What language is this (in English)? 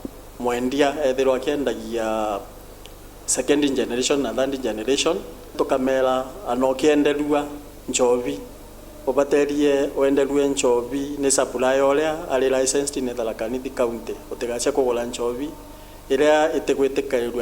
Meru